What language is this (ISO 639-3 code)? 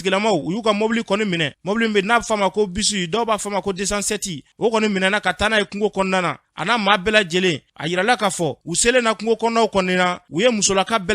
bam